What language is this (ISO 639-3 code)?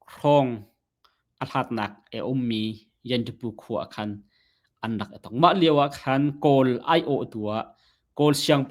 cnh